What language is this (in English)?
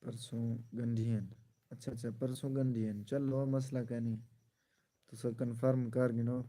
Saraiki